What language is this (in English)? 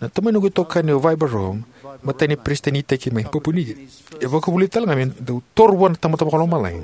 Fijian